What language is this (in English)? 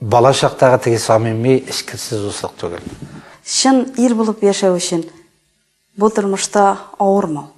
Tatar